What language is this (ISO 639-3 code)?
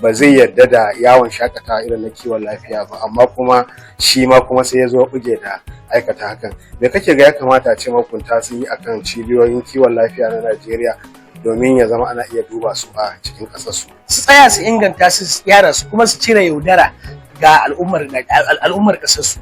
hau